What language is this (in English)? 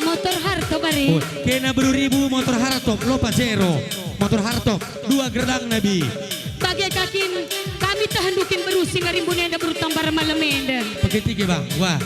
Batak Karo